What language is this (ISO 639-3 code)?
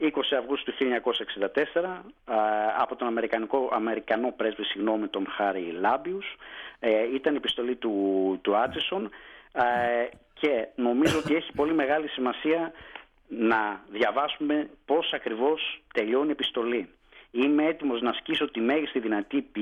ell